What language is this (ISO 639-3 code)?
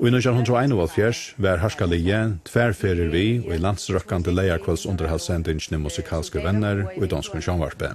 fao